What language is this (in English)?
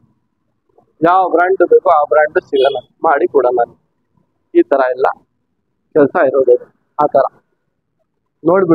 Kannada